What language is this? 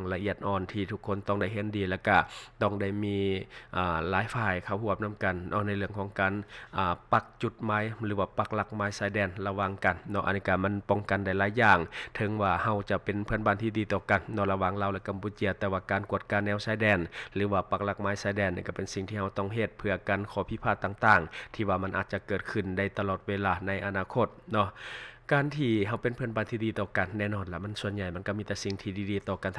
Lao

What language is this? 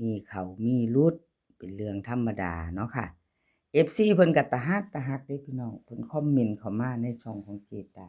Northeastern Thai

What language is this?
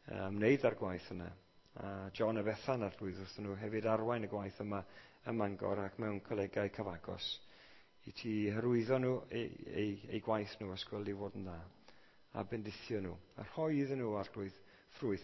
Welsh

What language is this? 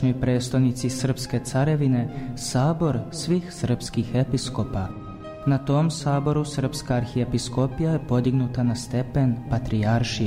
Serbian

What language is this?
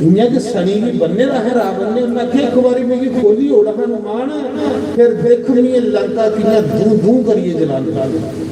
Dogri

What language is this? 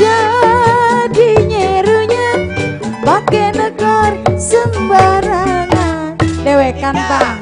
Betawi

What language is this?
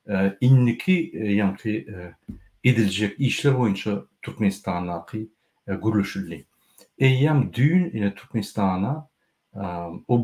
Turkmen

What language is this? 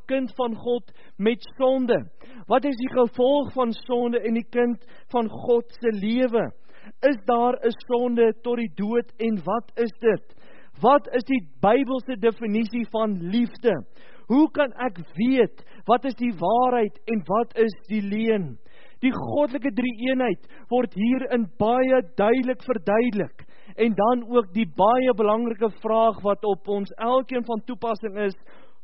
Afrikaans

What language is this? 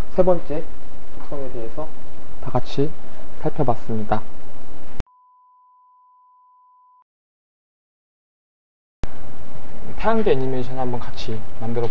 Korean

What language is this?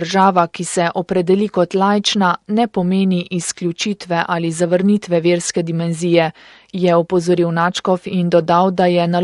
Slovenian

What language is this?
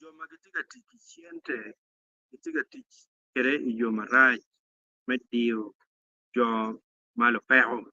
Acoli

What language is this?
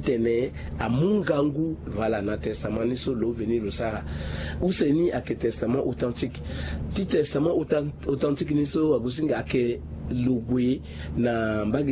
Sango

